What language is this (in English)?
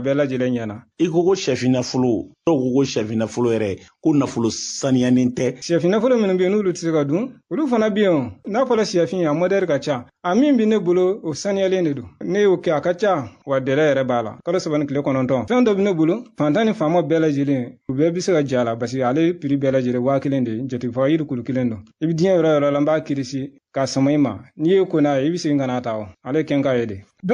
Bambara